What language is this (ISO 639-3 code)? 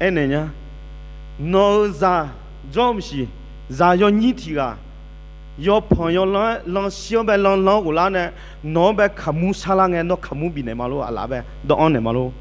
ahk